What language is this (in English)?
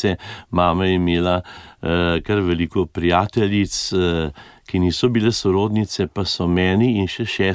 Slovenian